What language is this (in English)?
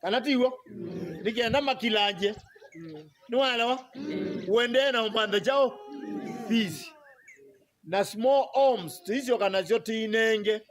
Kamba